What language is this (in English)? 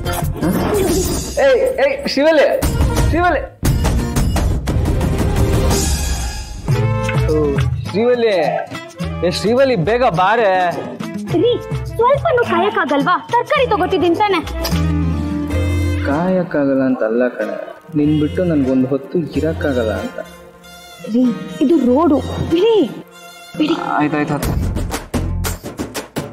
Kannada